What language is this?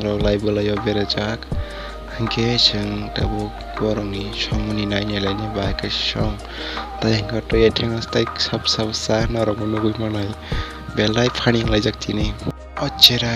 Kok Borok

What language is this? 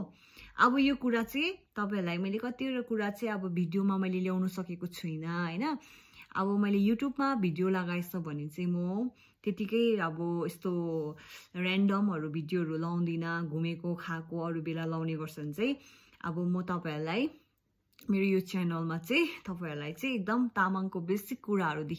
Nepali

